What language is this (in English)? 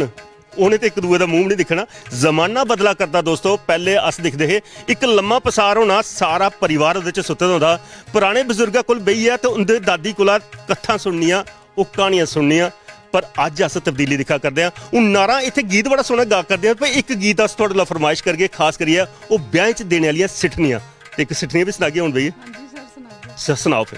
Dogri